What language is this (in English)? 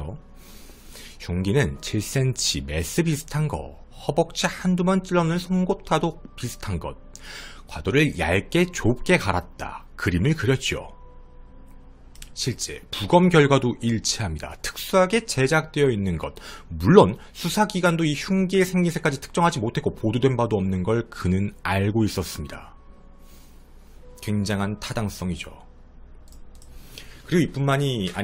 Korean